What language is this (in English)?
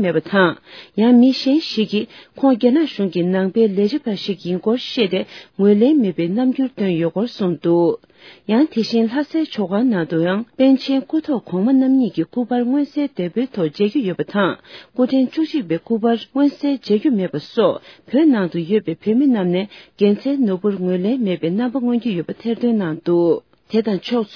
Tibetan